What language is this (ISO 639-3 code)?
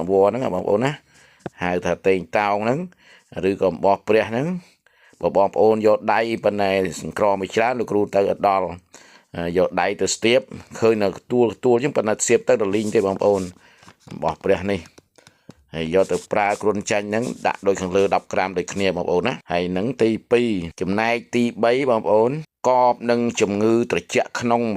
khm